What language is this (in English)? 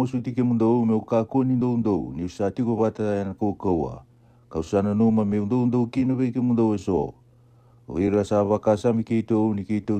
Fijian